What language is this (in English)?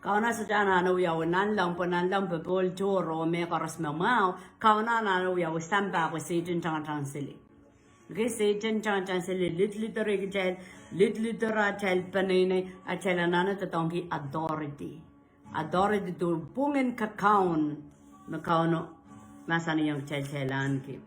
Pohnpeian